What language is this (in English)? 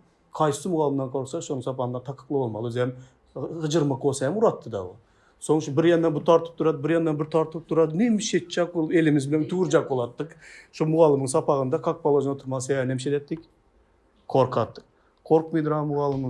Turkmen